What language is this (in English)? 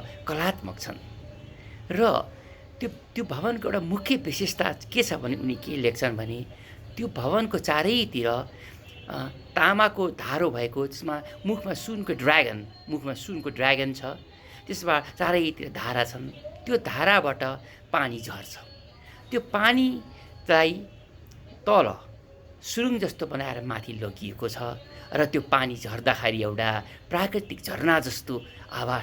Nepali